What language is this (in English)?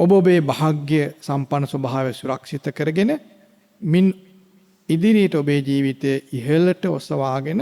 Sinhala